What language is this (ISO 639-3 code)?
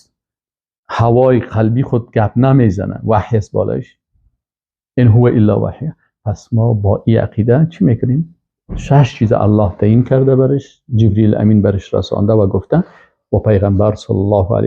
fas